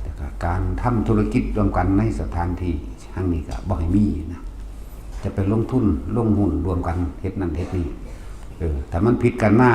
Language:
Northeastern Thai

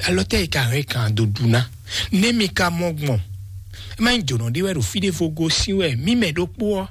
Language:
Fon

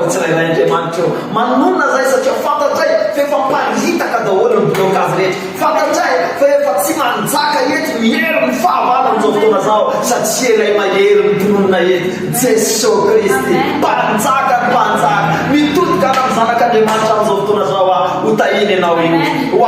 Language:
Malagasy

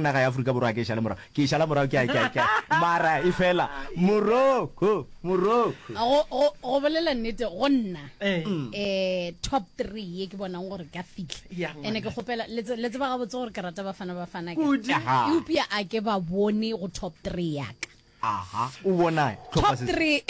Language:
Northern Sotho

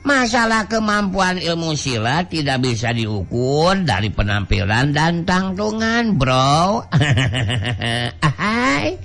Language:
Sundanese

